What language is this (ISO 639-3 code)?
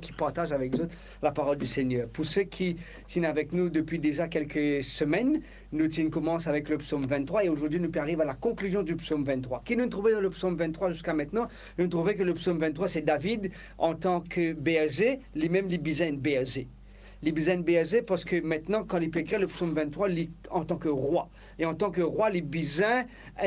mfe